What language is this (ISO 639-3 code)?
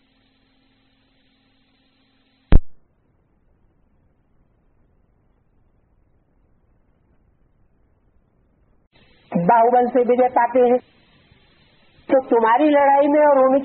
hin